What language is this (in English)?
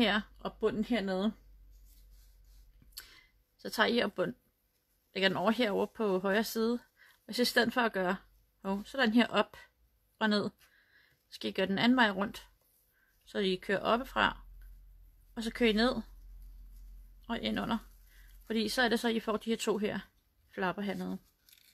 Danish